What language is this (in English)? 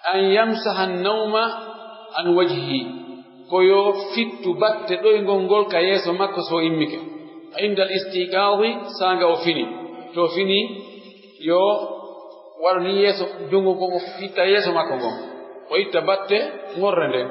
Pular